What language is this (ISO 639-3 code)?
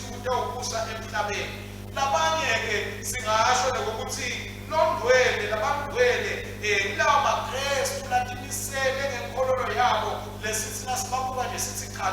ssw